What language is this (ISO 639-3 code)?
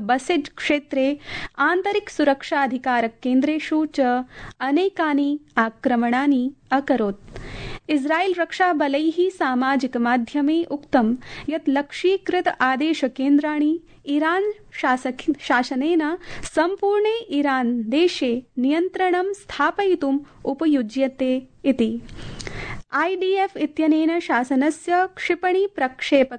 san